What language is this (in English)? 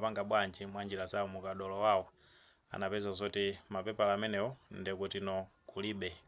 Nyanja